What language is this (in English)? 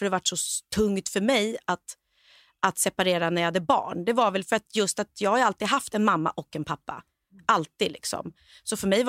Swedish